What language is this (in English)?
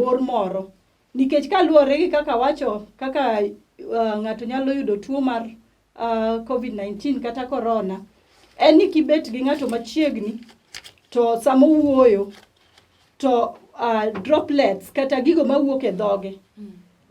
Luo (Kenya and Tanzania)